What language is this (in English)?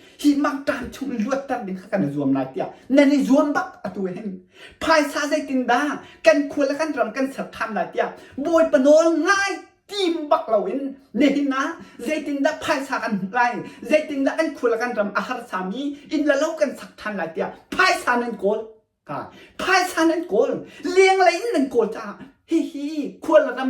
Hakha Chin